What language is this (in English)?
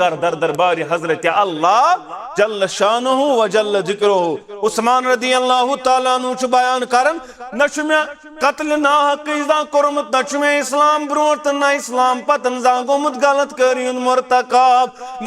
Kashmiri